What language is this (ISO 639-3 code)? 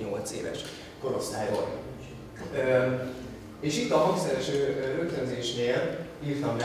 hun